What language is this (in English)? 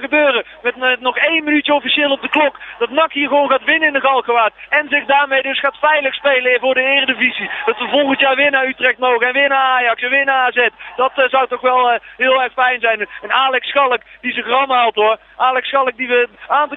Dutch